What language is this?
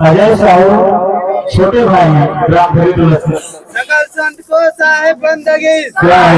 Chhattisgarhi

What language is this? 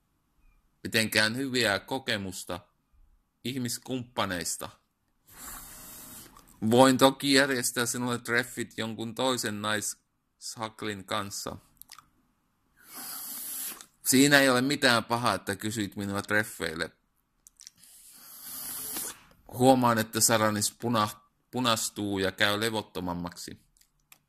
Finnish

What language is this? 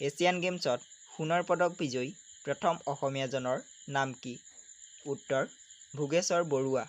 Assamese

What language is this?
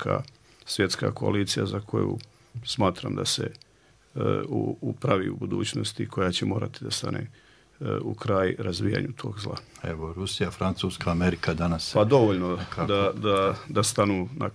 Bosnian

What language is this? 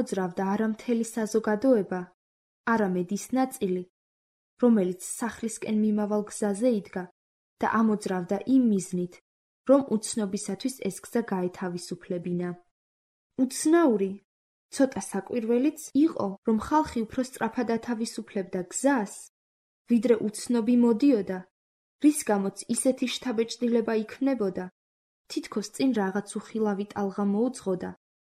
Georgian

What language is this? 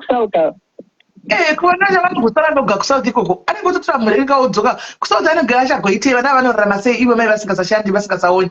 Shona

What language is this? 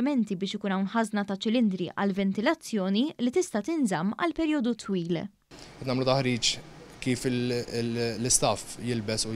Maltese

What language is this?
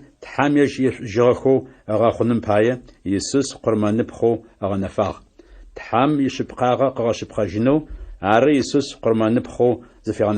Adyghe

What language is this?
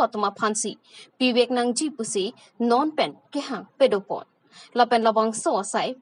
Karbi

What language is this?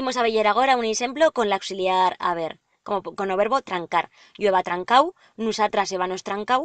Aragonese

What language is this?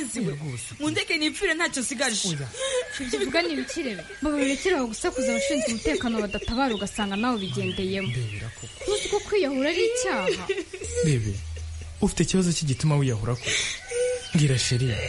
Kinyarwanda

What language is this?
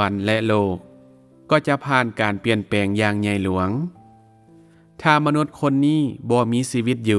Lao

